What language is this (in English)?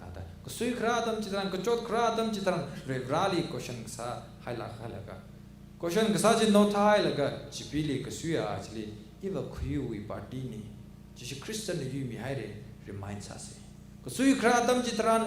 Tangkhul Naga (India)